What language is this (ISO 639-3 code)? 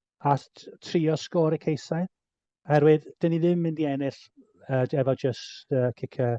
cym